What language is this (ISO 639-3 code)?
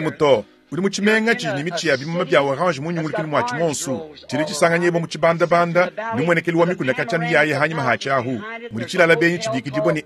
lua